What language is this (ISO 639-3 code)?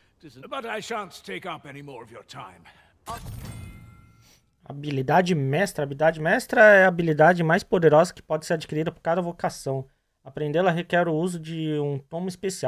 por